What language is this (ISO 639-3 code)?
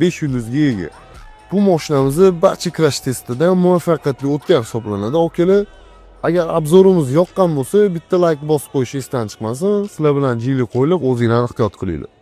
uzb